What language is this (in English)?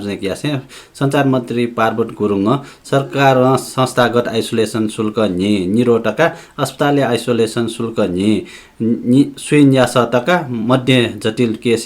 Newari